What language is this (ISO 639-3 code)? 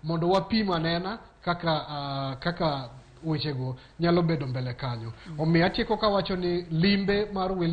luo